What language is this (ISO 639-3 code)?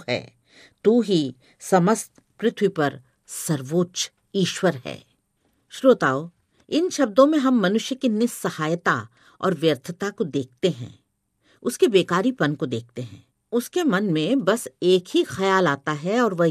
hin